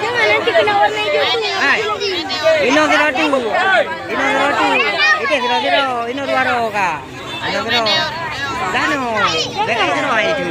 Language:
Achinese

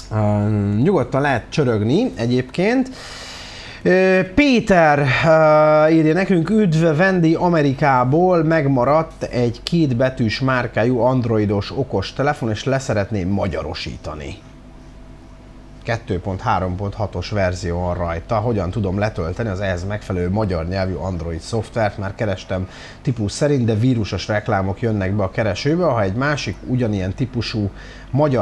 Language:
Hungarian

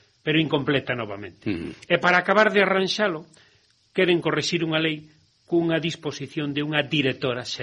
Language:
Galician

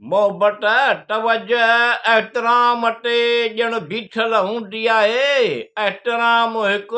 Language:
Sindhi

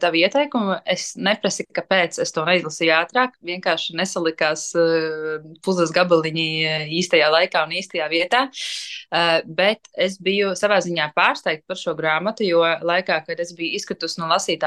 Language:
Latvian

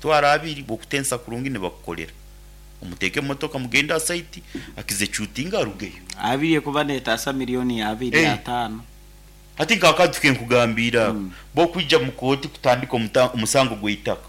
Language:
Nyankole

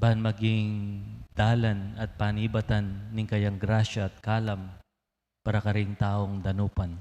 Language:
Pampanga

